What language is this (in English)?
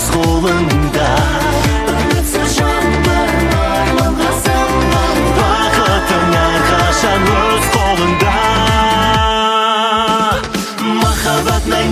Kazakh